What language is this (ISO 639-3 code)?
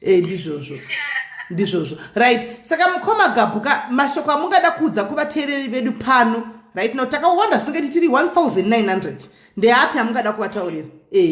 sna